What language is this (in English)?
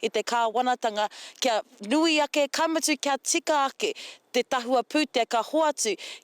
Māori